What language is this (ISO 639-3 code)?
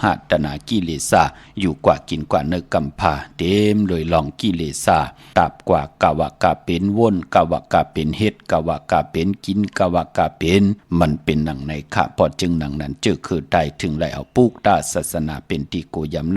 shn